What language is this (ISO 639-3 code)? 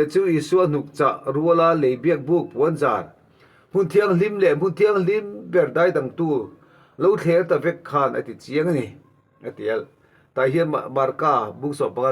lus